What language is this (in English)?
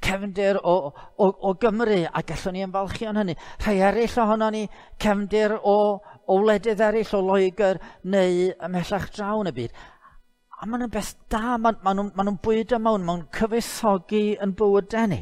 Welsh